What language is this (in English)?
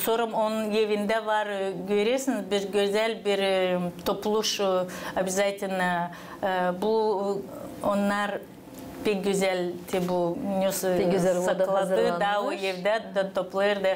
Gagauz